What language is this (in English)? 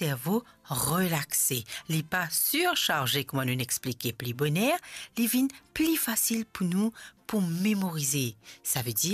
Morisyen